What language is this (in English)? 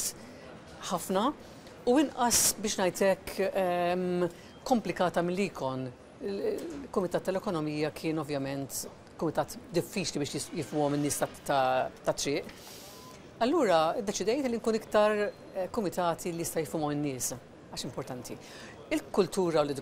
Maltese